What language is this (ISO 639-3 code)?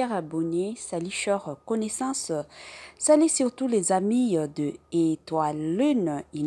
lin